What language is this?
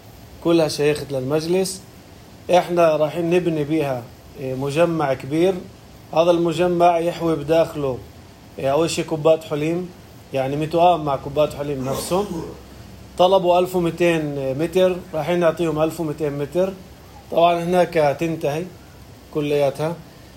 North Levantine Arabic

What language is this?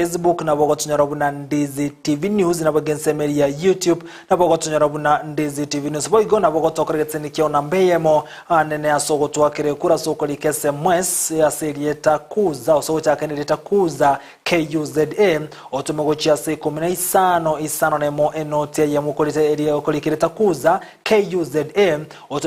Gusii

